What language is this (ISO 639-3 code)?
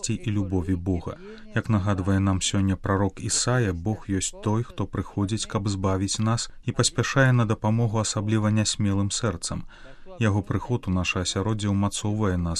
bel